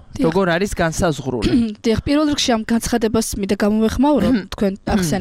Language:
Georgian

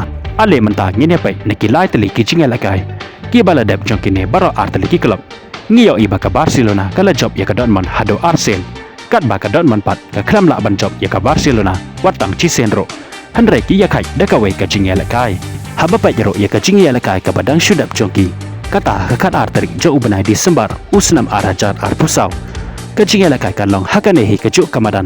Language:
Khasi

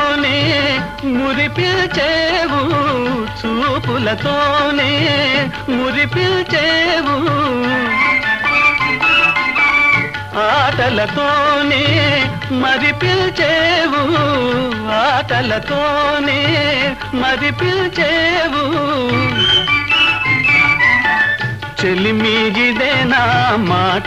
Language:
Telugu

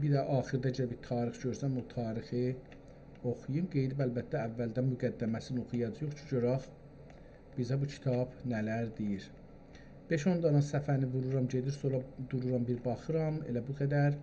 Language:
South Azerbaijani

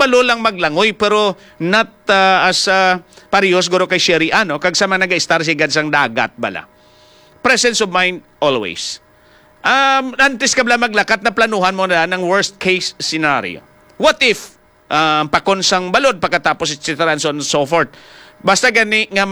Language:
Hiligaynon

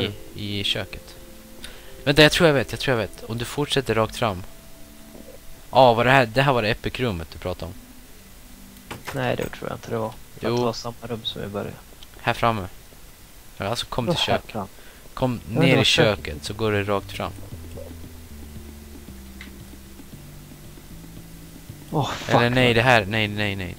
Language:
Swedish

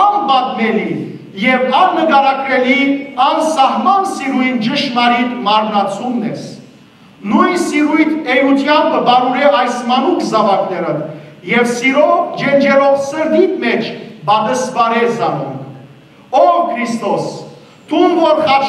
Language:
Western Armenian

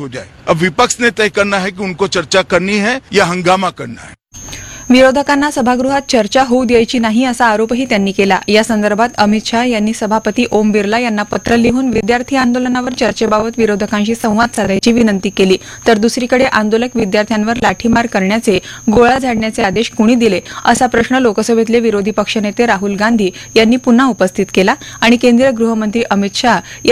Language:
Marathi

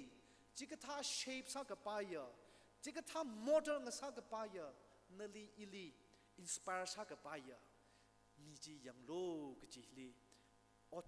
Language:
Tangkhul Naga (India)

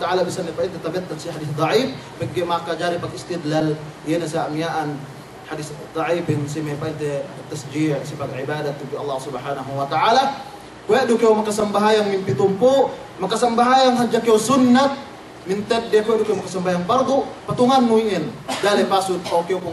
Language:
Yakan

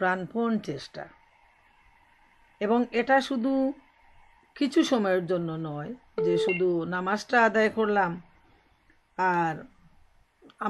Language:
Bangla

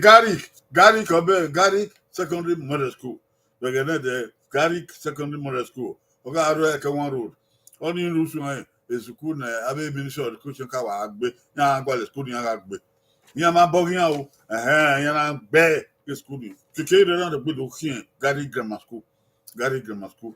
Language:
Bini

